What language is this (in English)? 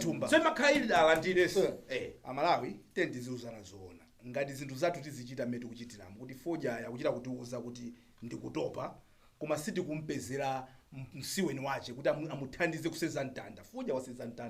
Nyanja